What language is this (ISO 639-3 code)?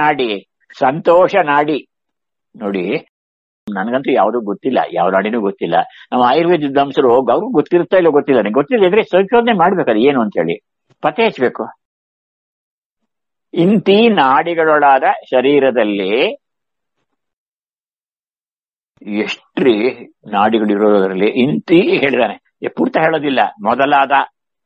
kan